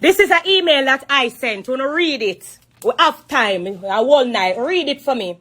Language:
Jamaican Creole English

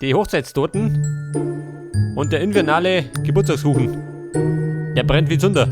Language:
Bavarian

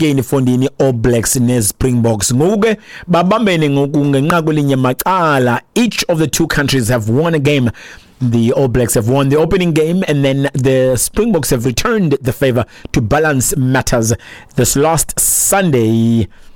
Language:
Xhosa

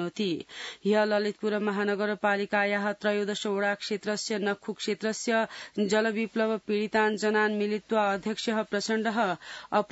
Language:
Sanskrit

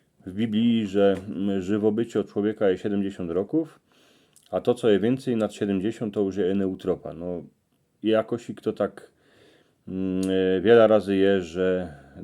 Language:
Silesian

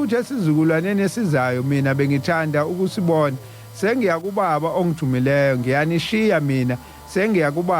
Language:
Zulu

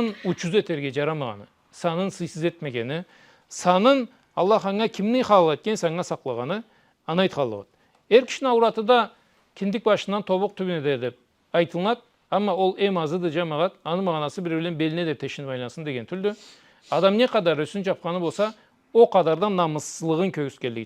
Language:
Karachay-Balkar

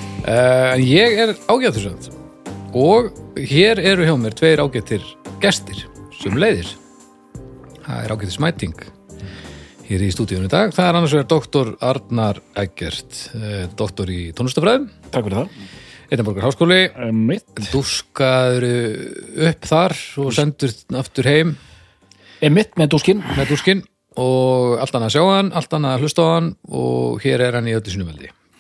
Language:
Icelandic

